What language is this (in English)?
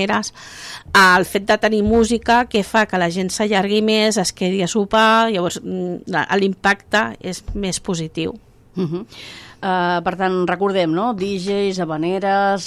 Catalan